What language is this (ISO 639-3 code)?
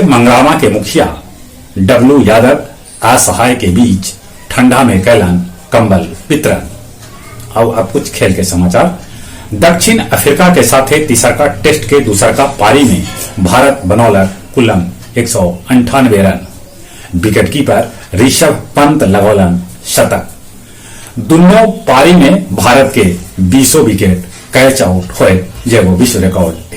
mag